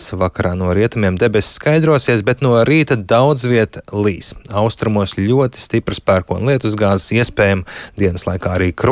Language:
Latvian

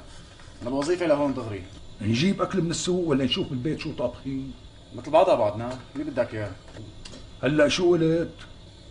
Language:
North Levantine Arabic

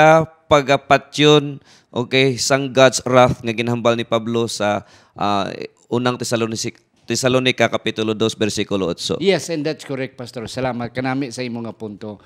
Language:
Hiligaynon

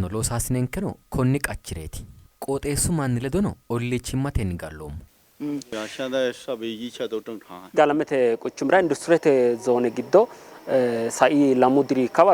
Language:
Sidamo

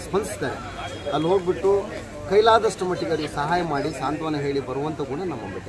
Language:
Kannada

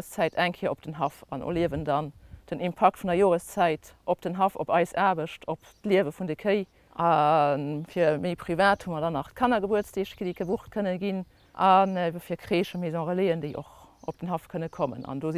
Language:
Luxembourgish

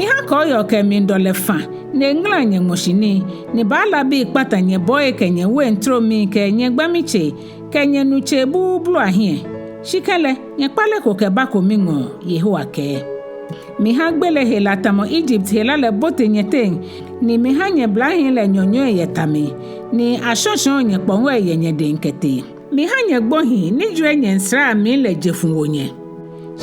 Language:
Ga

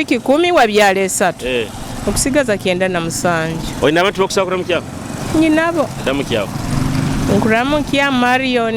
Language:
Nyoro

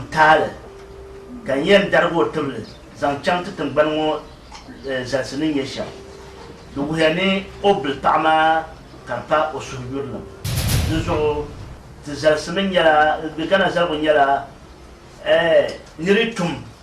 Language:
Dagbani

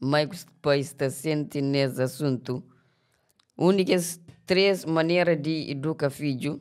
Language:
Kabuverdianu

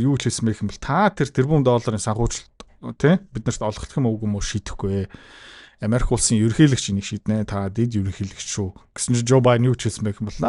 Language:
Mongolian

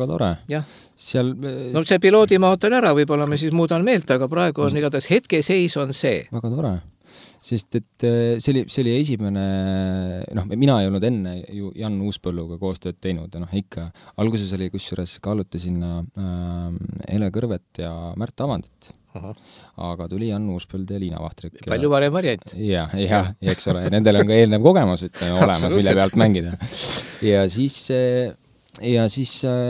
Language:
Estonian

